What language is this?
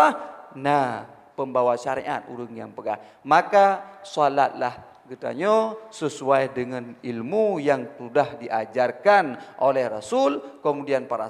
Achinese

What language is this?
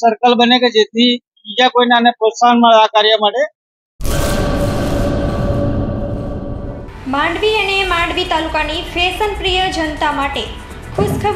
Gujarati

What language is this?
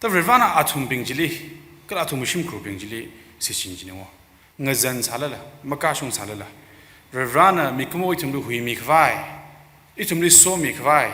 Tangkhul Naga (India)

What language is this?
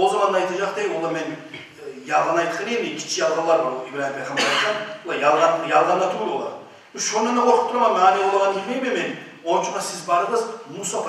Kumyk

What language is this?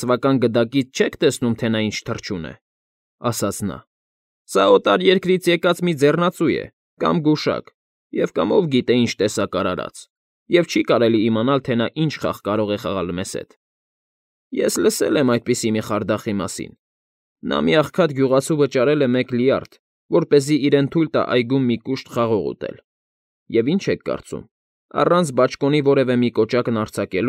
Armenian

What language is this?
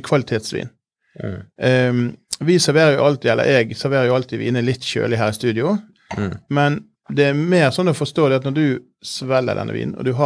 Norwegian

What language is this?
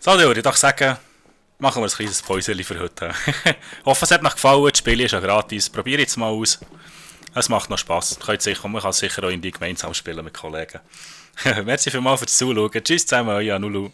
Swiss German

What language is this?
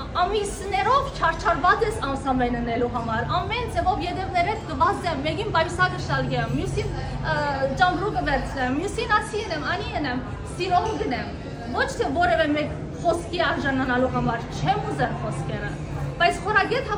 Western Armenian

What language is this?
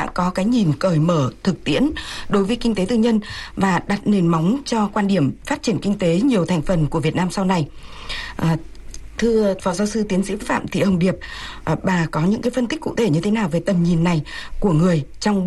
Vietnamese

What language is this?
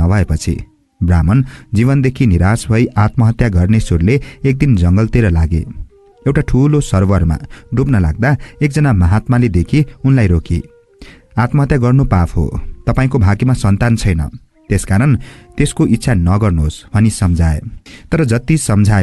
Nepali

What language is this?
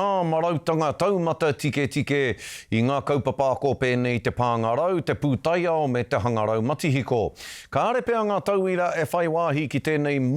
Māori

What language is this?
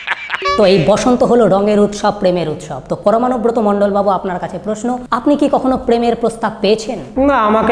Bangla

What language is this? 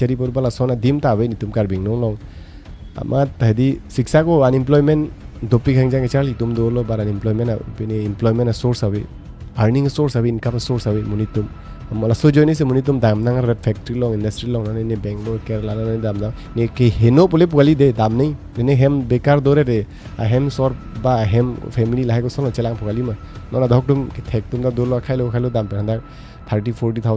Karbi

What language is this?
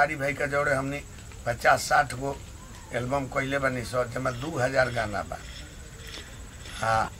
Bhojpuri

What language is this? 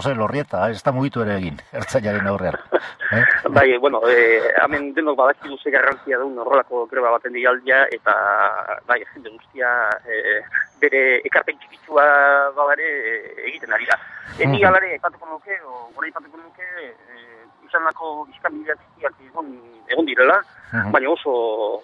Basque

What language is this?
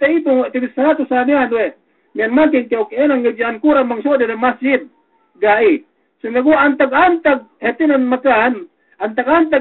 Yakan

